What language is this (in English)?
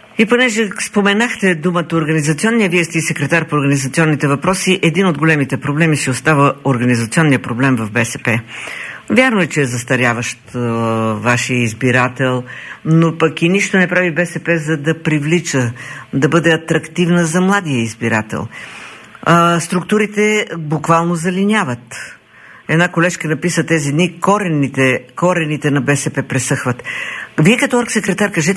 Bulgarian